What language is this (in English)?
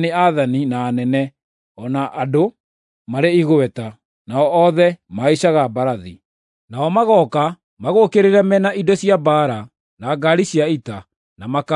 Kikuyu